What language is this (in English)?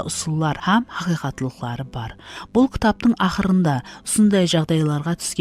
Kara-Kalpak